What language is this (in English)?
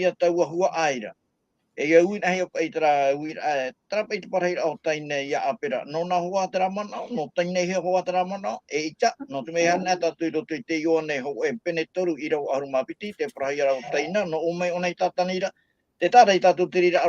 Tahitian